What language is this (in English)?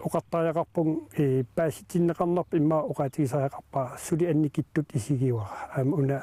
Kalaallisut